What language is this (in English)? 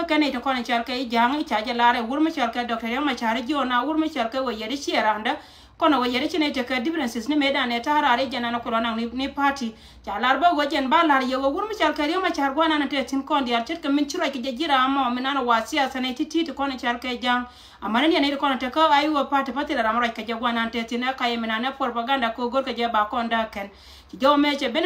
Nuer